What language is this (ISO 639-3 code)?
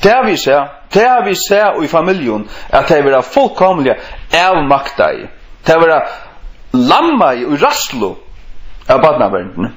fao